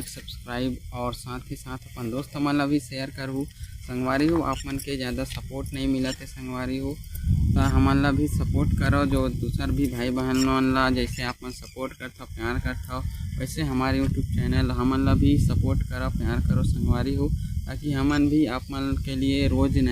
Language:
Chhattisgarhi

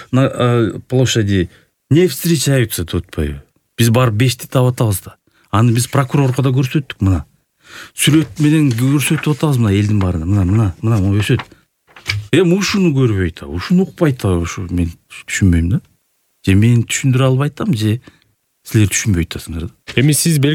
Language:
Kyrgyz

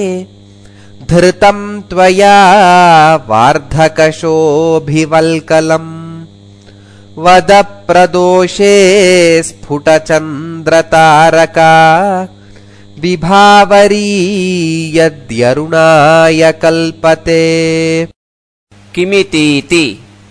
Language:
Sanskrit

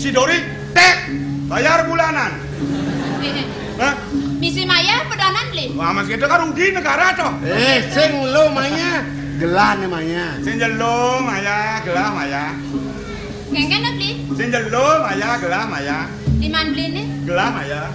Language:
Balinese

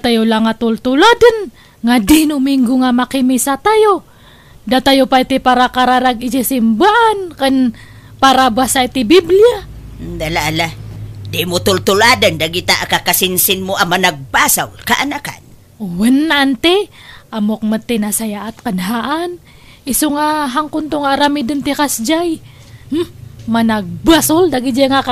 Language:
Iloko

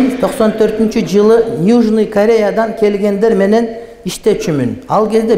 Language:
Kyrgyz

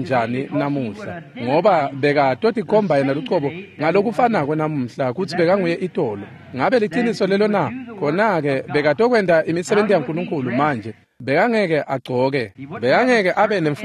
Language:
Swati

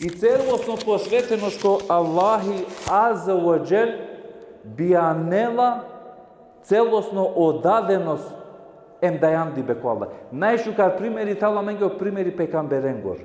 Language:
Balkan Romani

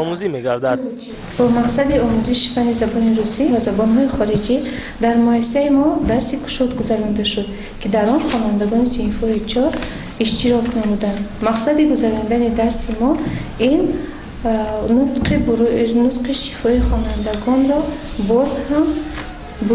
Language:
Tajik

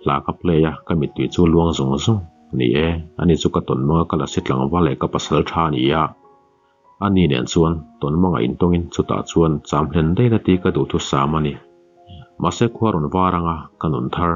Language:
Mizo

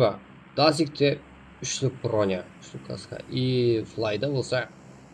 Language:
Kara-Kalpak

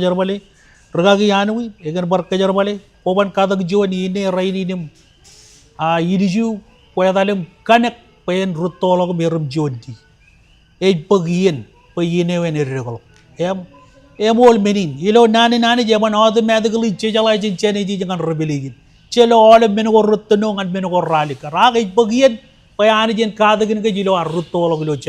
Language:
Marshallese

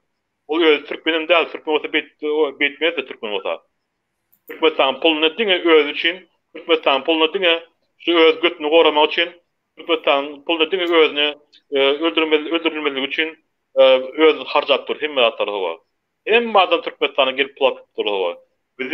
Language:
Turkmen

